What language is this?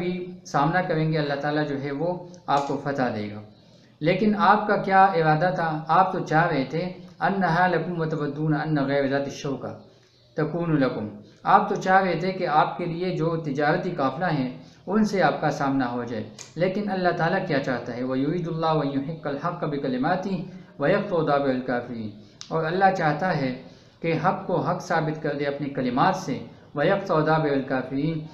Urdu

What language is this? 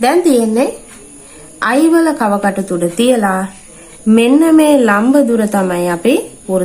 Sinhala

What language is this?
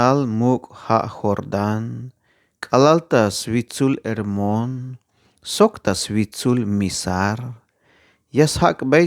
Tzeltal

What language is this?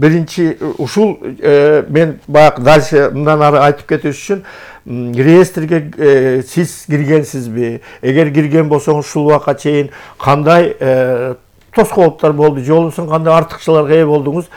Kyrgyz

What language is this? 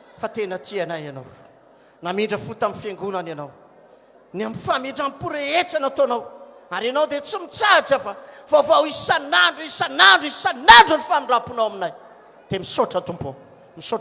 Malagasy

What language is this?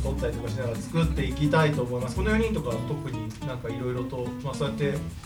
Japanese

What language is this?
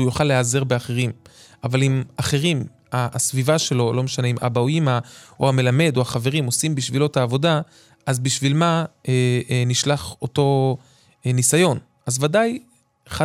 Hebrew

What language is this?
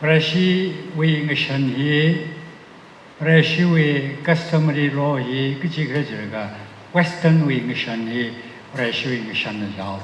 Tangkhul Naga (India)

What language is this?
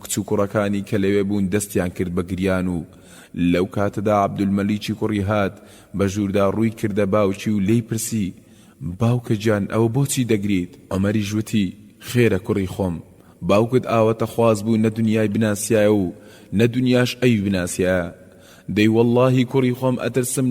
Central Kurdish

